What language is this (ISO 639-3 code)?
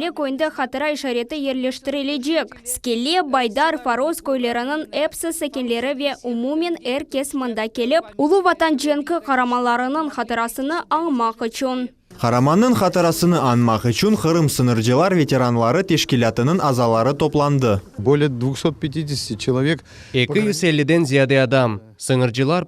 crh